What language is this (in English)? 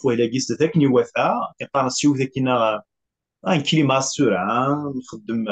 Kabyle